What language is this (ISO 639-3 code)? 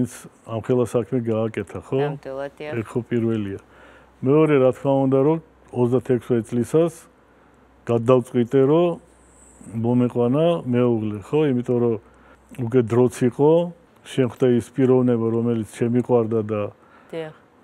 kat